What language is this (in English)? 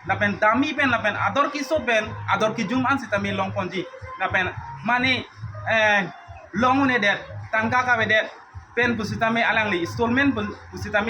Karbi